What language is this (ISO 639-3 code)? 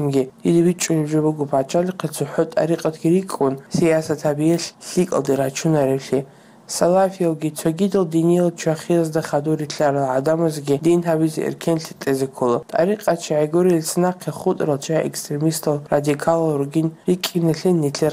ava